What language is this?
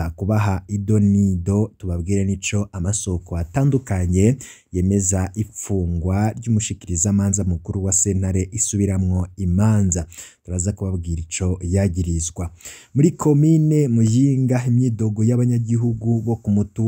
Rundi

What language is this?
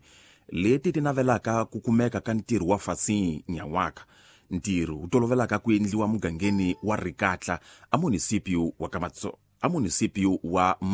Tsonga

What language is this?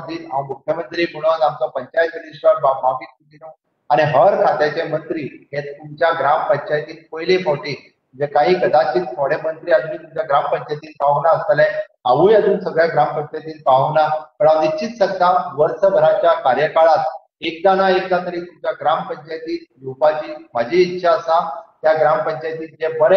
Konkani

